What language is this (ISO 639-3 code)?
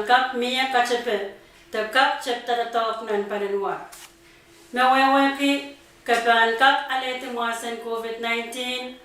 pon